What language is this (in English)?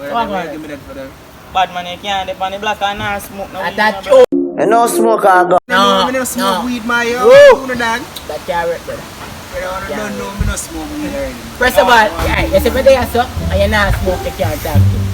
Jamaican Creole English